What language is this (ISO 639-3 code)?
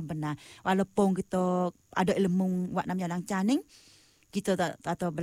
msa